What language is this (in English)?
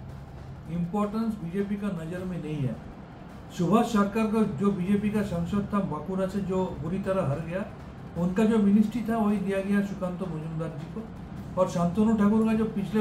Hindi